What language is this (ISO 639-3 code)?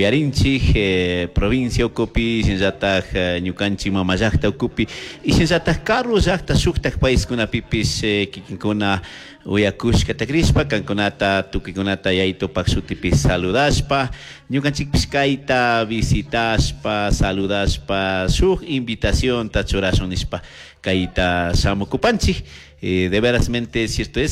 qug